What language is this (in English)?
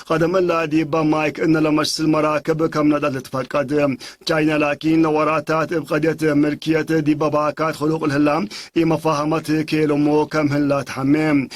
Tigre